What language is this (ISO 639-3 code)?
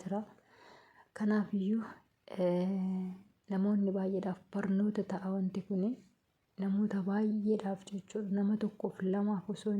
orm